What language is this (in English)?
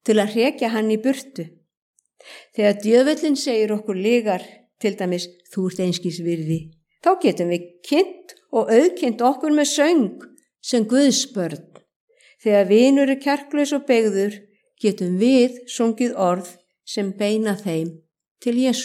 Icelandic